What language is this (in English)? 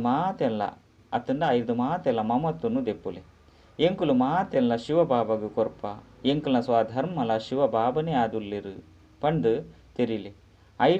Tulu